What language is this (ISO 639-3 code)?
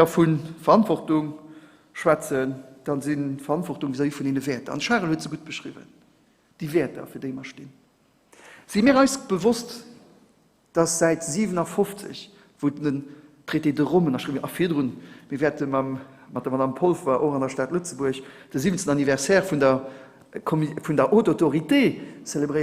ltz